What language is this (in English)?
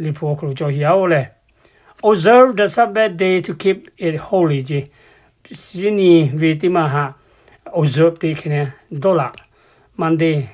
Lahu